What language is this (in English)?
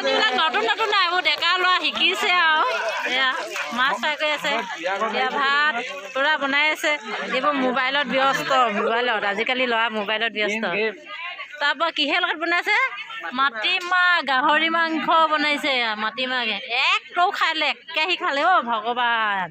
Assamese